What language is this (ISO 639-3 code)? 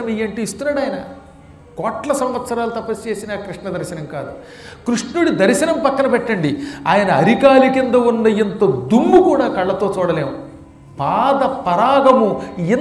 tel